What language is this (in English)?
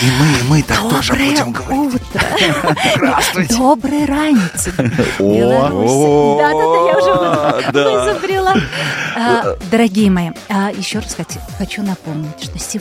Russian